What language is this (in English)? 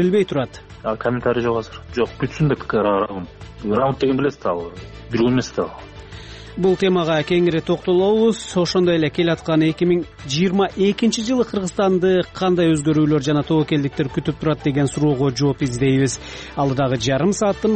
Kyrgyz